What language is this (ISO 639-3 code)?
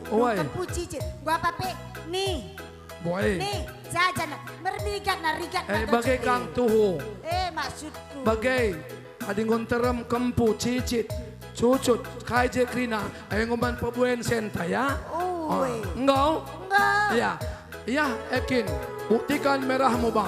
btx